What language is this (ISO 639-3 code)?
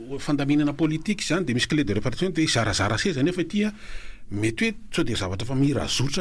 mlg